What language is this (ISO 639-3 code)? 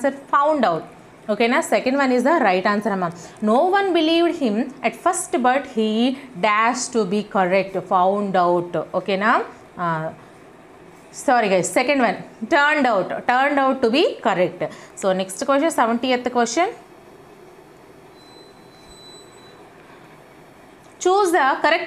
tel